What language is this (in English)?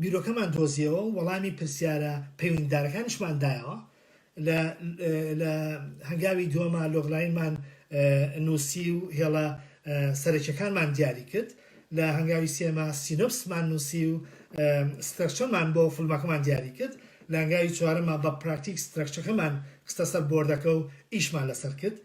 Central Kurdish